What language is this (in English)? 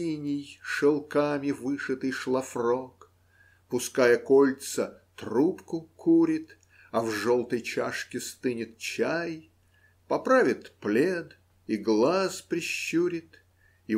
Russian